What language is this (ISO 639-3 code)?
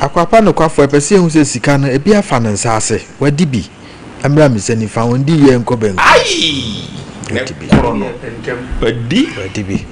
aka